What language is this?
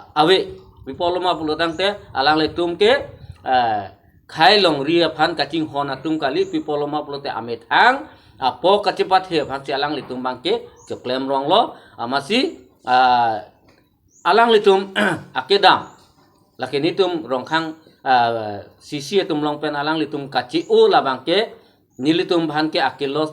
Karbi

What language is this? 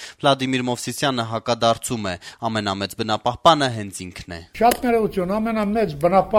Armenian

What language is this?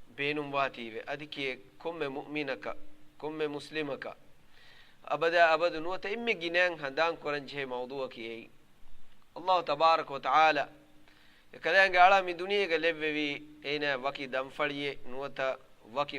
Divehi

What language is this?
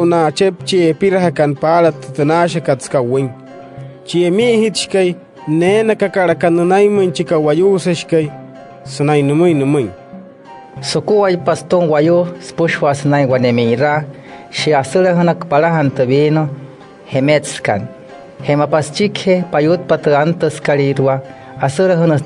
Wayuu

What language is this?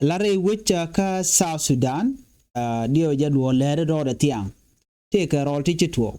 Nuer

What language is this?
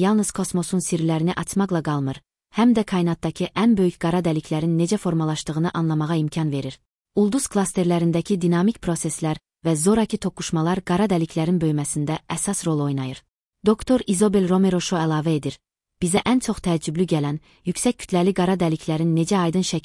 Azerbaijani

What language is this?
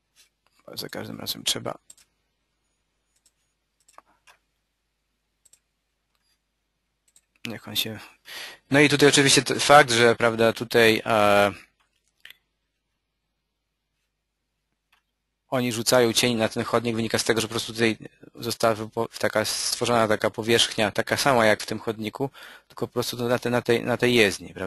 Polish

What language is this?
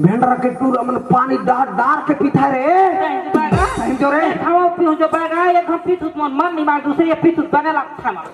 Chhattisgarhi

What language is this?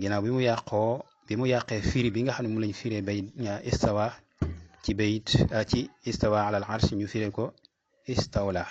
Wolof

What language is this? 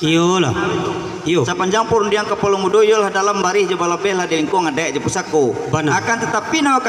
Minangkabau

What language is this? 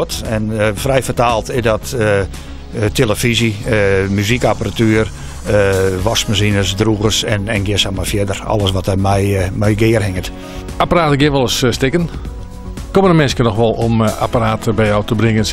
Western Frisian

